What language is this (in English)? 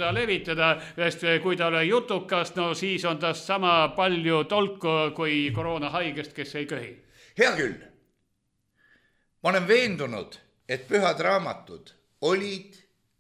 Estonian